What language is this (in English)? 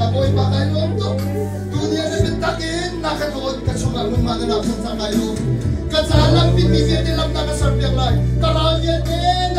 Hakha Chin